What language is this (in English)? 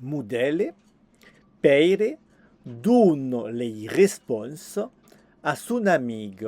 Occitan